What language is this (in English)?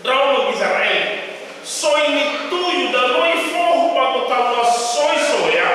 Nias